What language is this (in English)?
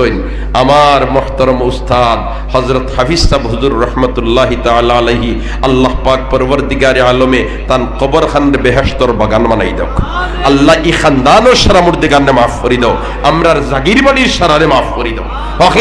Sylheti